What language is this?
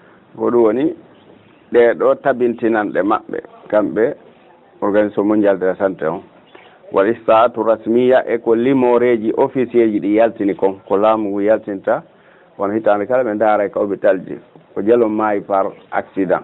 Fula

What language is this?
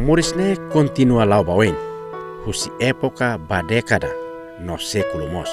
Tetum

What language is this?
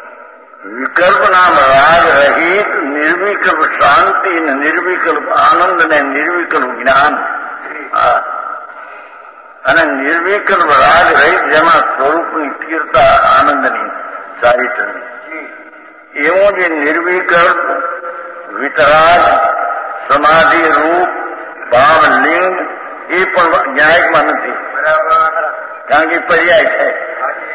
Gujarati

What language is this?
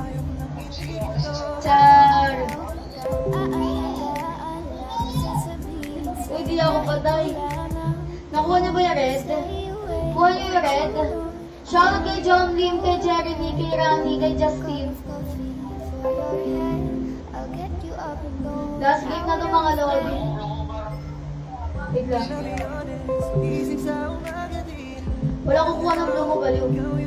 Filipino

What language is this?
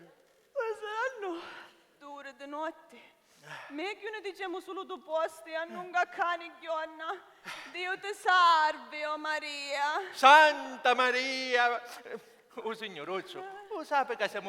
Sicilian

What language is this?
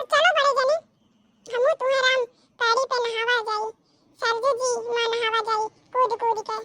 Awadhi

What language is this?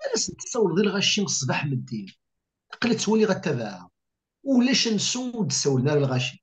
Kabyle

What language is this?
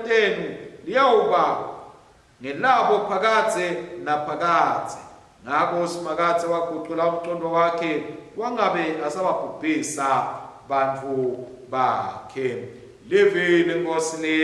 Swati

